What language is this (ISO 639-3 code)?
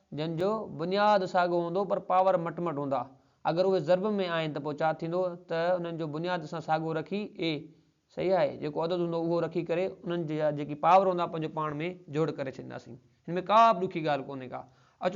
snd